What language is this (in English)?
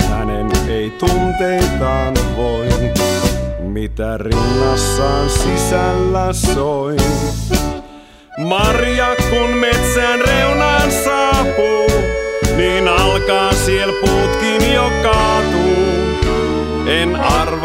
Finnish